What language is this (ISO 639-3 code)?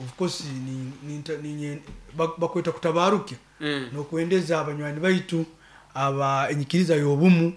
nyo